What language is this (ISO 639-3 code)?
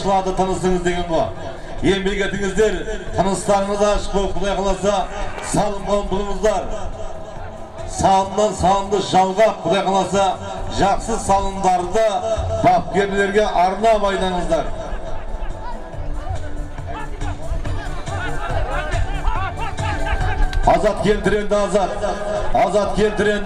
kaz